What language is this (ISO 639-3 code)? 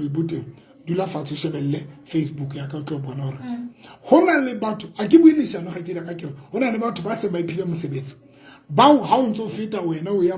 tsn